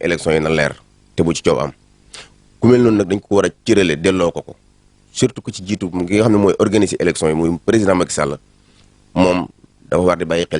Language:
Wolof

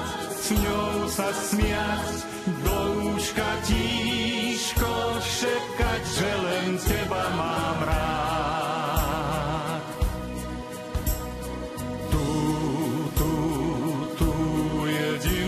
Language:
Slovak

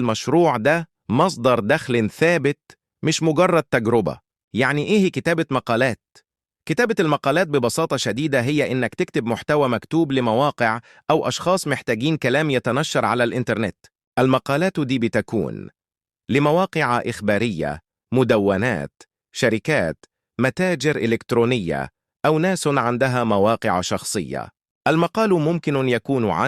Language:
Egyptian Arabic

